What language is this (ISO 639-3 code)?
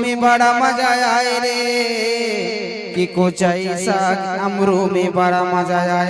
hne